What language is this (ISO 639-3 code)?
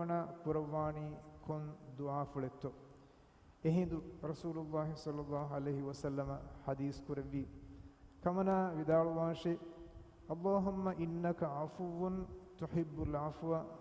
div